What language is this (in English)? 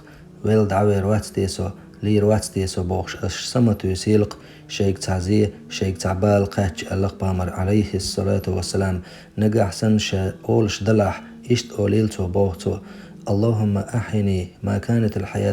Chechen